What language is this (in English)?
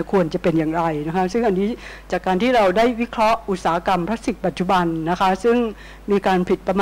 Thai